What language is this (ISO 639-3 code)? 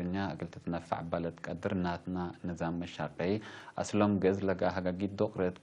tig